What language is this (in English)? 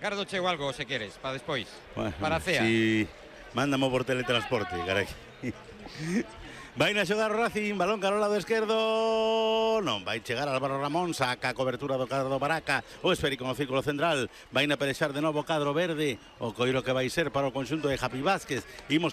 Galician